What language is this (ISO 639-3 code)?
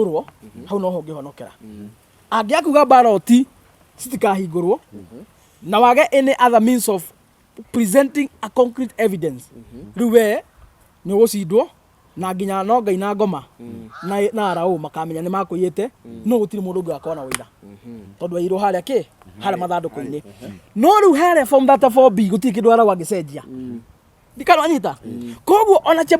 kik